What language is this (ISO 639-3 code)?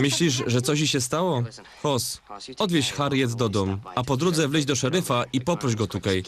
szl